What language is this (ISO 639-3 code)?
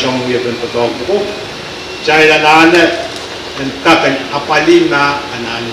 pon